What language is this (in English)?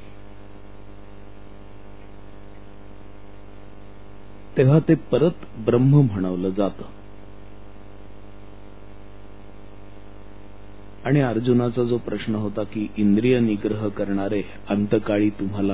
Marathi